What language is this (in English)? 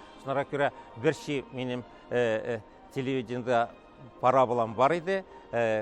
Tatar